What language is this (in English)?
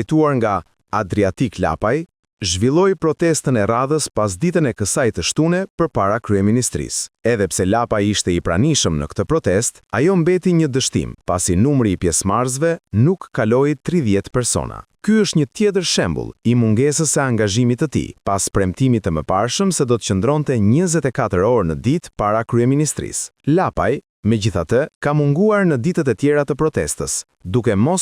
Albanian